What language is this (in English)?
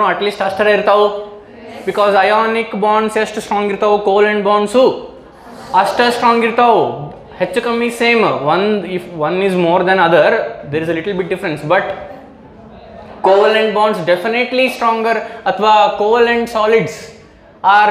Kannada